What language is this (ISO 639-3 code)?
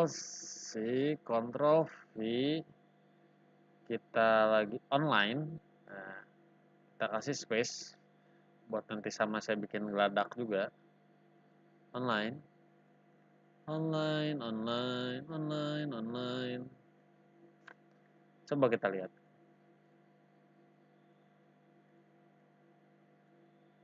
ind